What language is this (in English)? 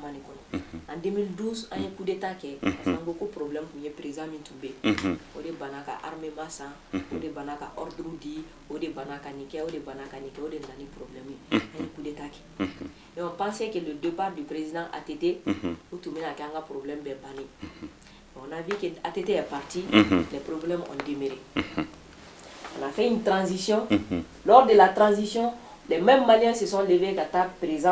Bambara